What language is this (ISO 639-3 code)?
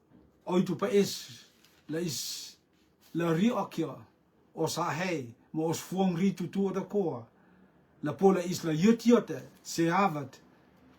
rtm